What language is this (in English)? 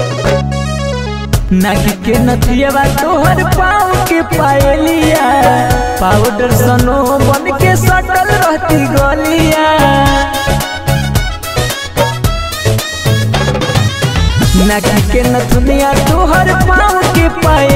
Bhojpuri